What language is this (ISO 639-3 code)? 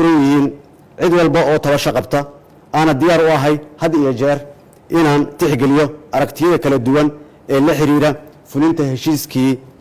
som